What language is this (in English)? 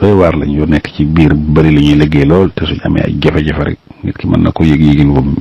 Wolof